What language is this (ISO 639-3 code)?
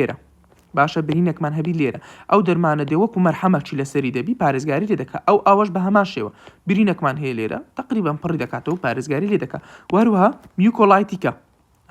ckb